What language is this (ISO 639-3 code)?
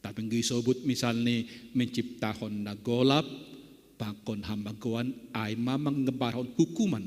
bts